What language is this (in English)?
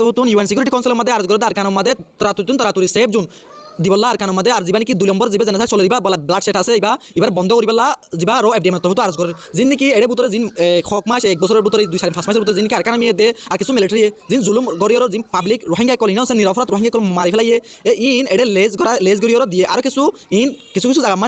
Rohingya